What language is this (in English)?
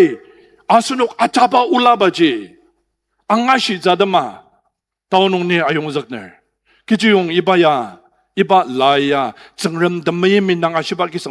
Ao Naga